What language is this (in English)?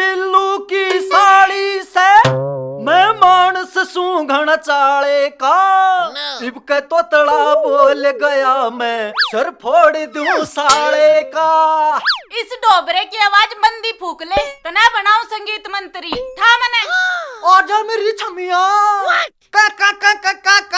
Haryanvi